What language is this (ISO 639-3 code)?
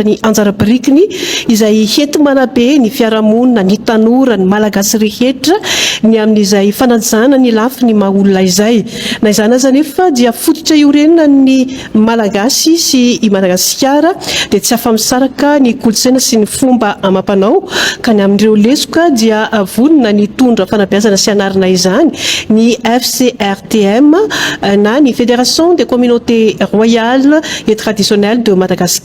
mlg